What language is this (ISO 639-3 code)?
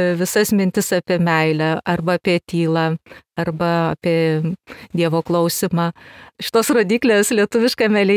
lit